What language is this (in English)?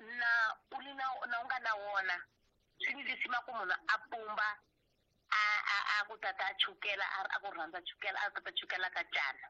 Tsonga